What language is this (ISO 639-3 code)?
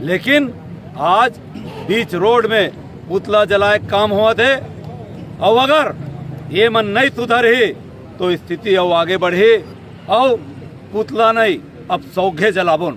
hne